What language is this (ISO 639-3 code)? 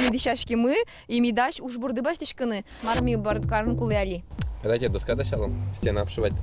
udm